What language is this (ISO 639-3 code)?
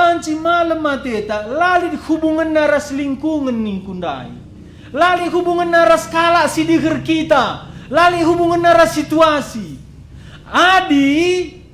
btx